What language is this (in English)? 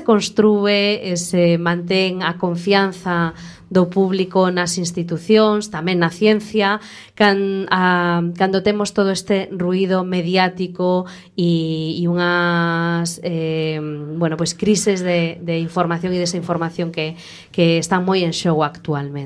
Galician